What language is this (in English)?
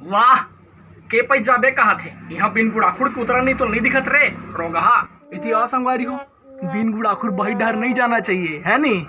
Chhattisgarhi